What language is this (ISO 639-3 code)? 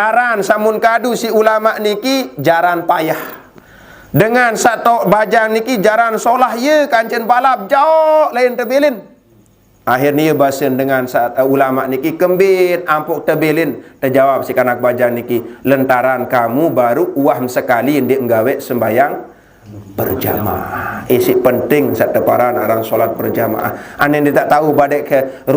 sas